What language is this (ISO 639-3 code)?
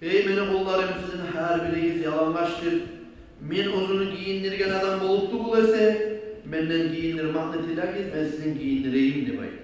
kum